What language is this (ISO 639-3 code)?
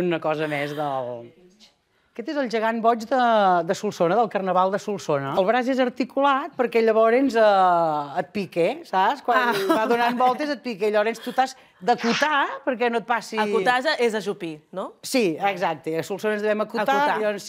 cat